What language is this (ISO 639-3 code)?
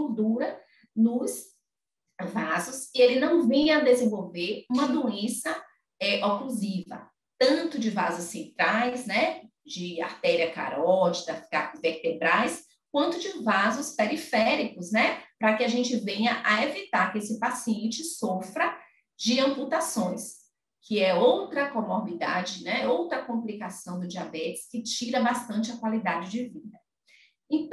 por